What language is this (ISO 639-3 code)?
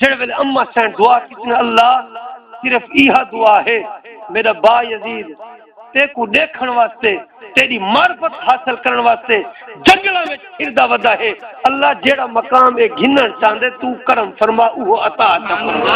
skr